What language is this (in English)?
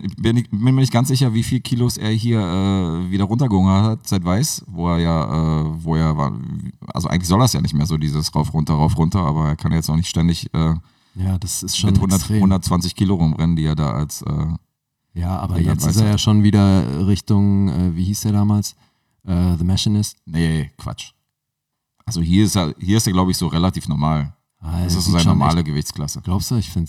German